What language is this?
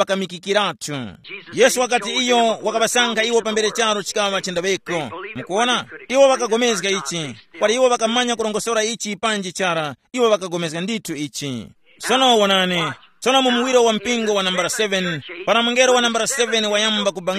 Tumbuka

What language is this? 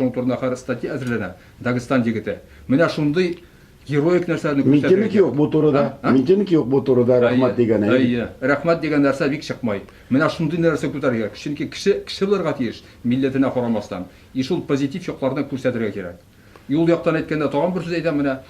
Tatar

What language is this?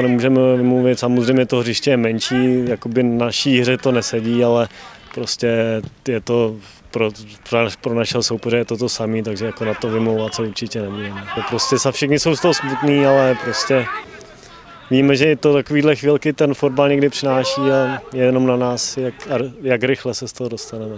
Czech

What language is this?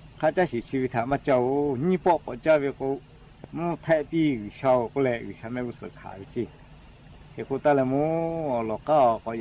Lahu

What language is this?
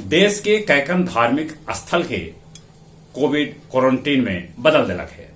Magahi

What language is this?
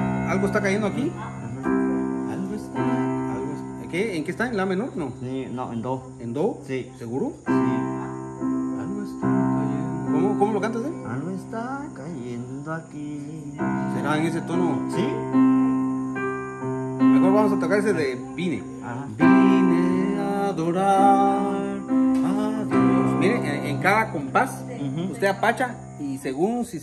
Spanish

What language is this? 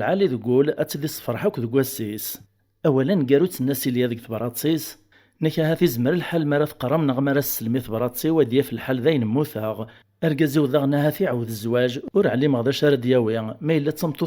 Kabyle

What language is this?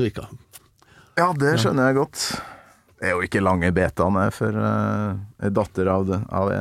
Norwegian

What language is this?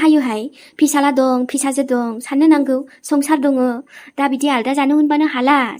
Bodo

